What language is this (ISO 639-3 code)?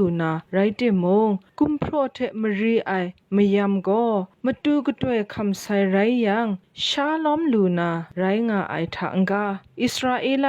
kac